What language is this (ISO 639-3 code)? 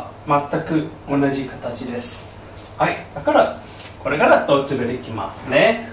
jpn